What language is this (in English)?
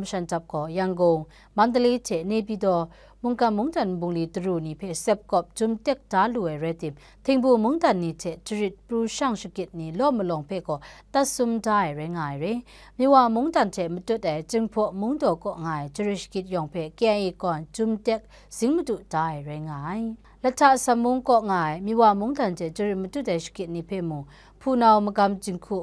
Kachin